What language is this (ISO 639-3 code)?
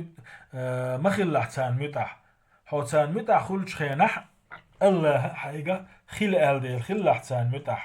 che